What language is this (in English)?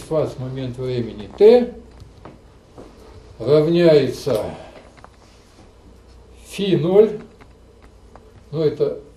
Russian